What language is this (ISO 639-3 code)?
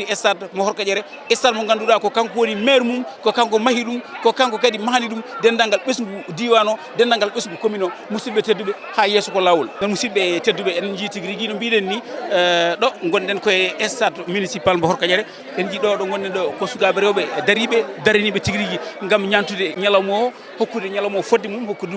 ful